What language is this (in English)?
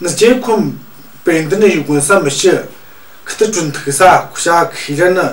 Tu